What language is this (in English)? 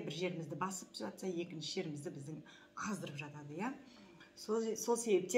Kazakh